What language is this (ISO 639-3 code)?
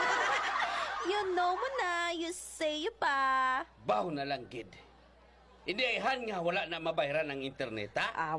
hil